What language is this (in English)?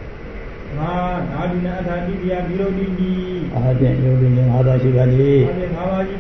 Burmese